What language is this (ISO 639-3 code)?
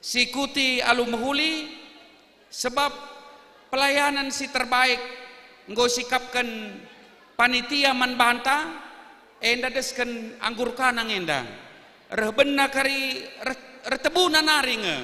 btx